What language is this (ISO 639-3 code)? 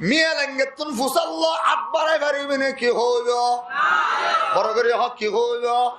rhg